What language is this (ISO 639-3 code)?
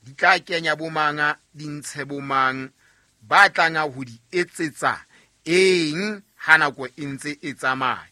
sot